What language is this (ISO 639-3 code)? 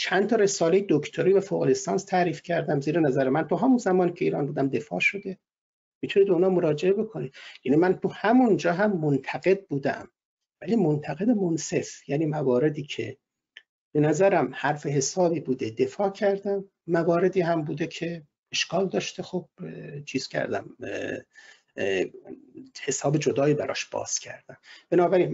fas